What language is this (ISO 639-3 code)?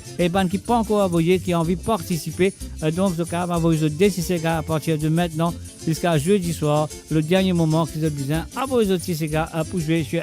mfe